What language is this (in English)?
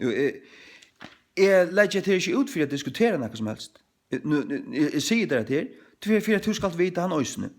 Faroese